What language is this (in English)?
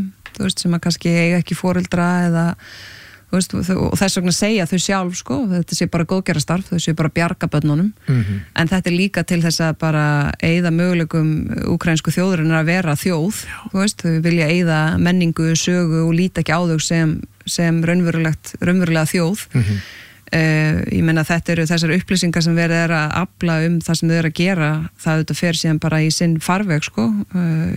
Icelandic